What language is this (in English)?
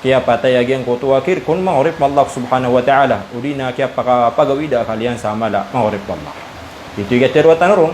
Maranao